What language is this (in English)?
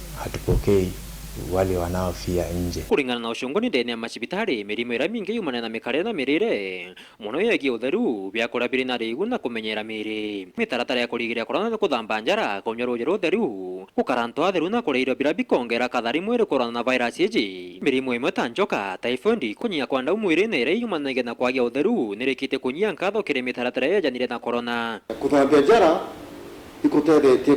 Meru